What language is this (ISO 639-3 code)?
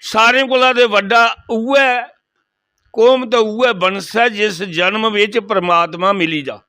doi